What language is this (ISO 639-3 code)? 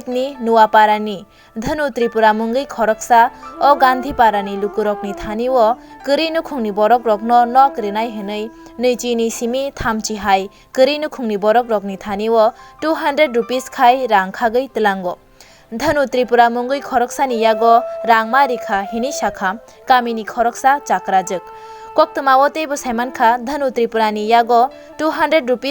trp